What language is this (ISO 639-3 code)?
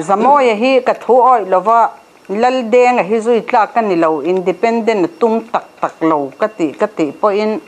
lus